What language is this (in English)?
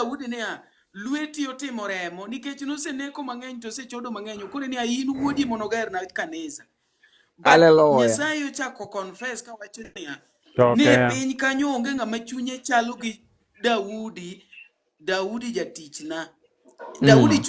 Luo (Kenya and Tanzania)